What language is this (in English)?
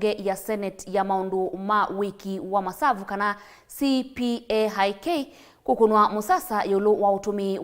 Kamba